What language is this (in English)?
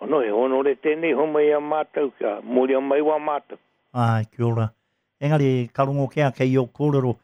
Māori